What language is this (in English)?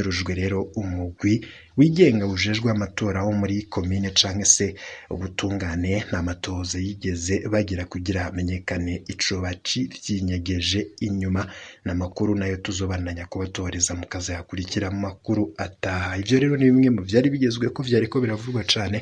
Rundi